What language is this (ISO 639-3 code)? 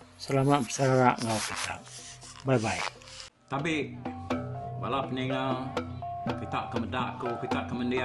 iba